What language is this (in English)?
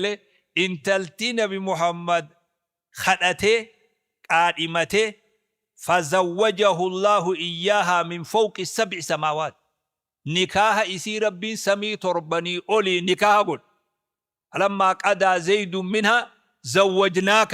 Oromo